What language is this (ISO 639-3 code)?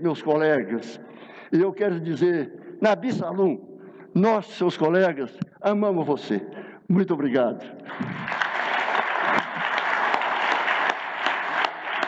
por